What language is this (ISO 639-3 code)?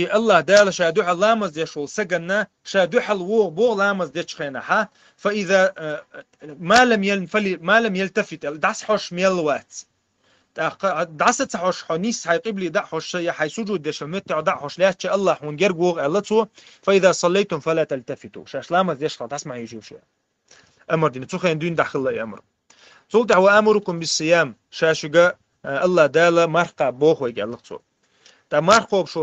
che